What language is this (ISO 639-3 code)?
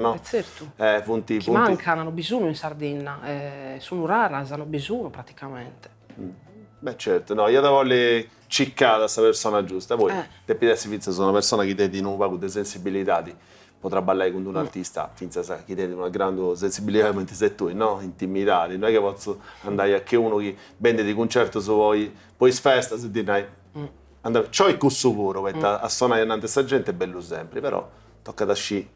srd